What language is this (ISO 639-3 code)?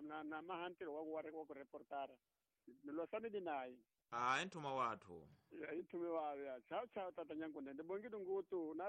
tso